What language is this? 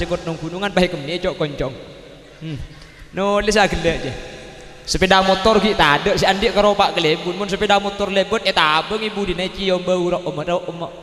Madurese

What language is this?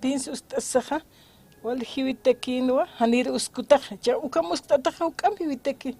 Aymara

